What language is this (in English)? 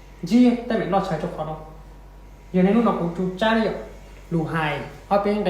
Hmong